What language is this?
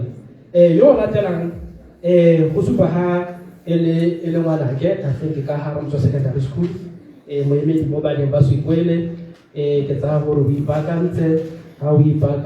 Tswana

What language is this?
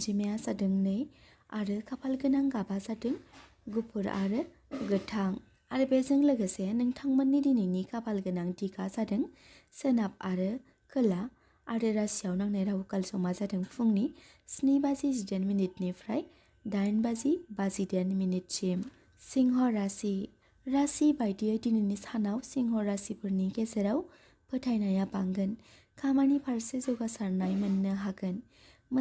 Bodo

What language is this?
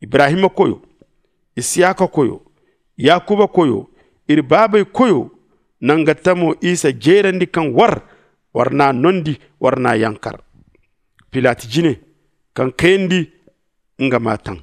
Zarma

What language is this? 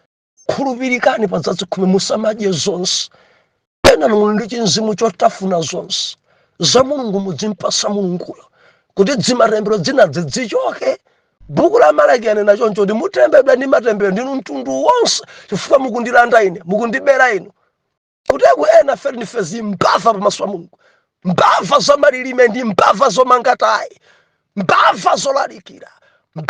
Nyanja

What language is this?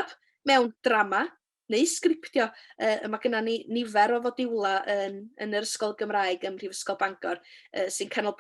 Welsh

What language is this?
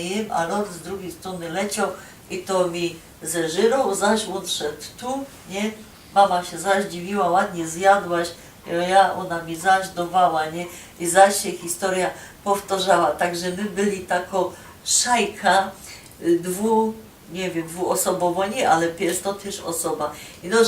Silesian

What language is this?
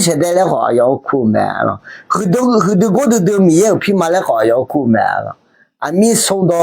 Akha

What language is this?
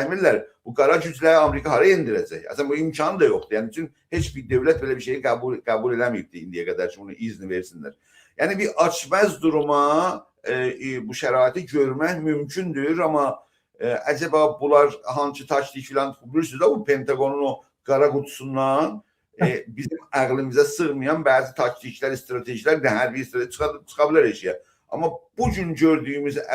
South Azerbaijani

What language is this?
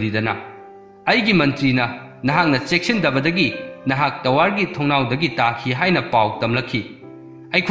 Manipuri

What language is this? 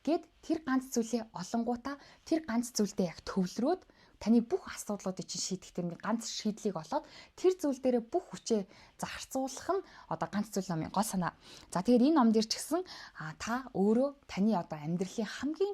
Mongolian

